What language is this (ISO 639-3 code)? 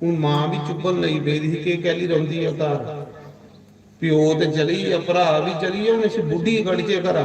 doi